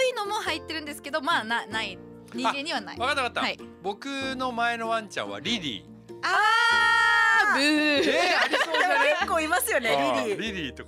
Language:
Japanese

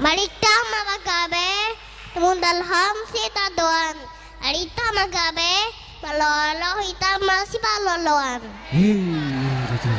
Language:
Batak Toba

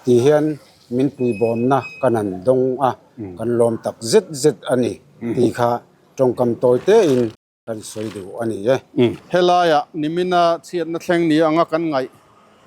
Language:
Mizo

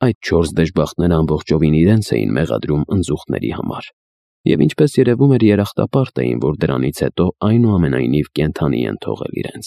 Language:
Armenian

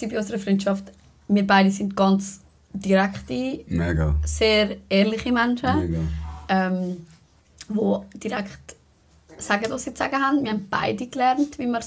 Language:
Swiss German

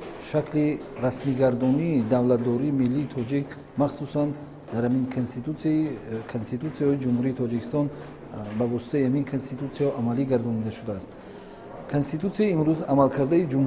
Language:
Tajik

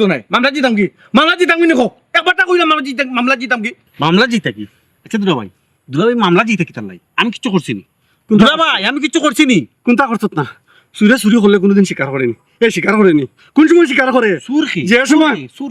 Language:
Sylheti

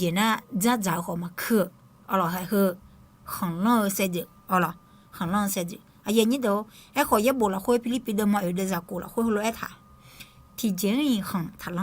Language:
Akha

